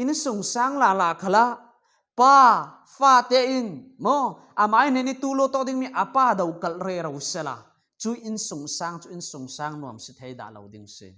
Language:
Falam Chin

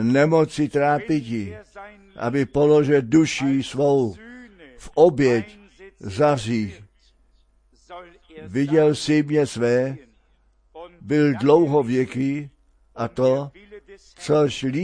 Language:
Czech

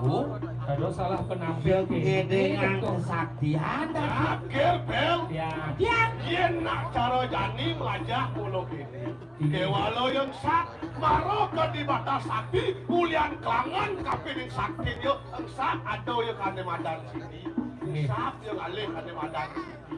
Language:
Balinese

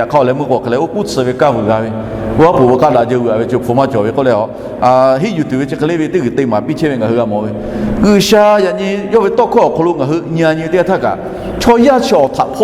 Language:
Lahu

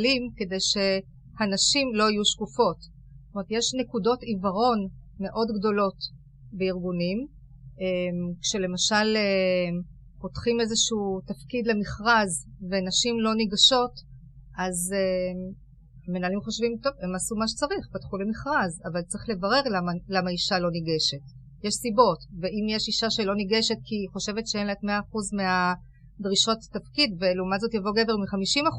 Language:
Hebrew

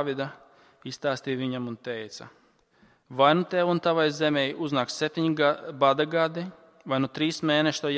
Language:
Latvian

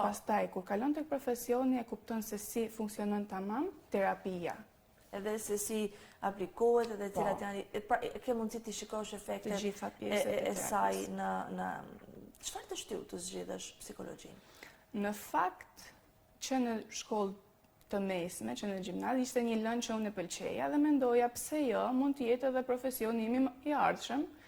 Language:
Albanian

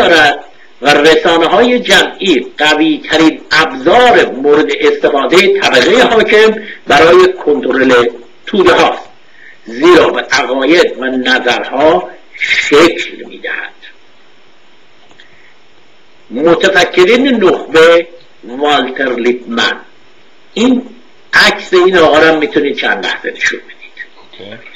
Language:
Persian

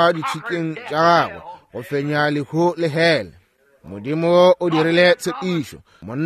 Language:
Northern Sotho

